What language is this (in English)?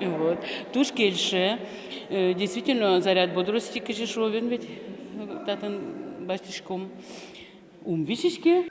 Udmurt